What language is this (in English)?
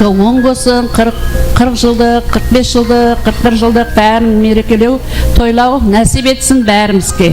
Kara-Kalpak